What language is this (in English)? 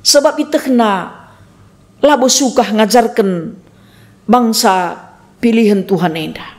Batak Karo